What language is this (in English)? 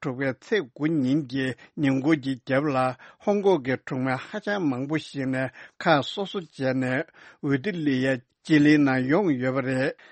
Tibetan